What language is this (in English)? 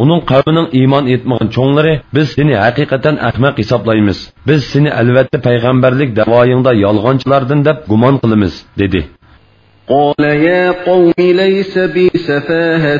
Uyghur